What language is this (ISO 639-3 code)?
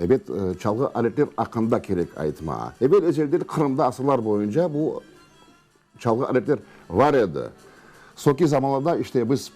crh